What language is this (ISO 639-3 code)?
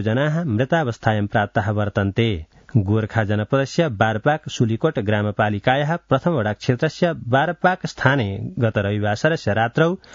san